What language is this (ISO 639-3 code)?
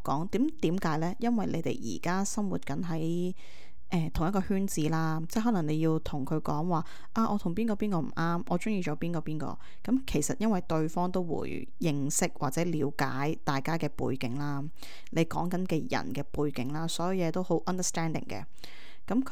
yue